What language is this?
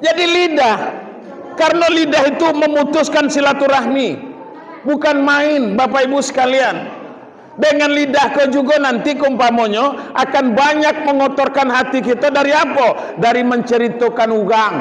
Minangkabau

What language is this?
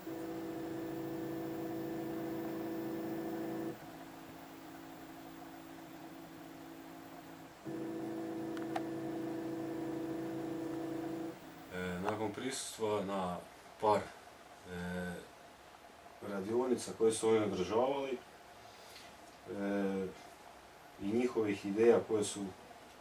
Croatian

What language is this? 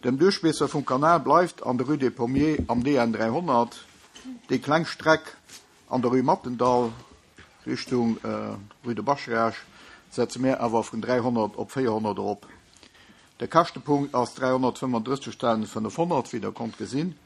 Luxembourgish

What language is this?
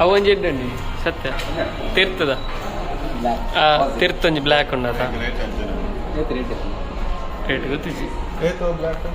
Tulu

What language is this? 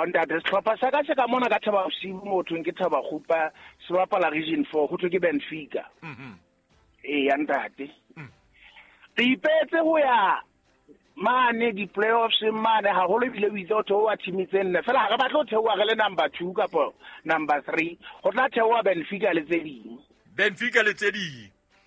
Southern Sotho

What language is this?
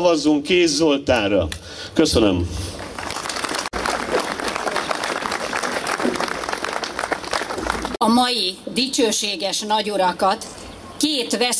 Hungarian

